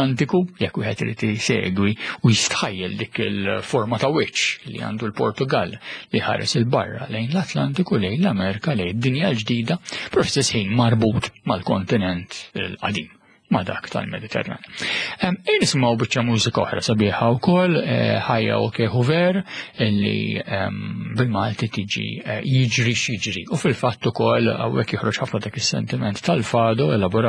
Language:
Maltese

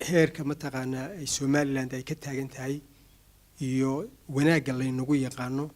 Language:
Somali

